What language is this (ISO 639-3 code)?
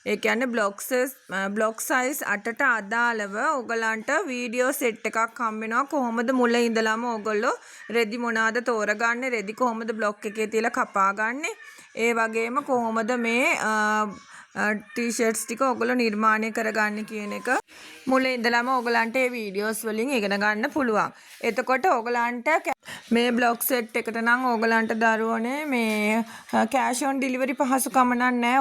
sin